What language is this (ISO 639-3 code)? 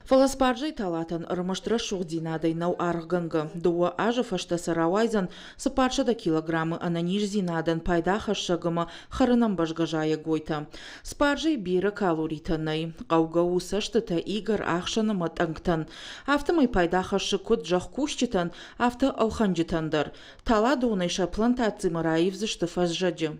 oss